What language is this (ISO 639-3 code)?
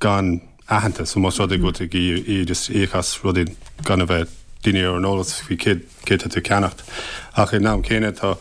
gle